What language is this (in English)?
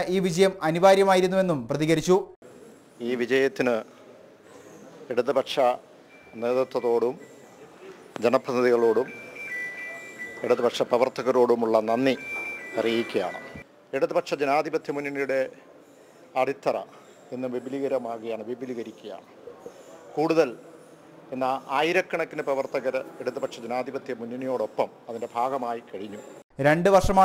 Malayalam